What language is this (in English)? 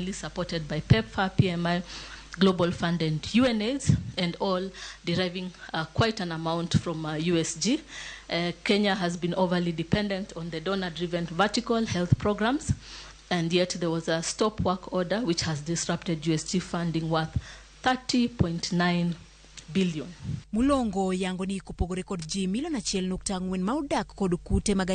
Luo (Kenya and Tanzania)